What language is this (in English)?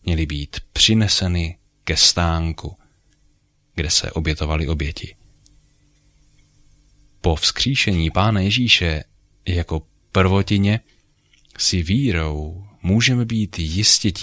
Czech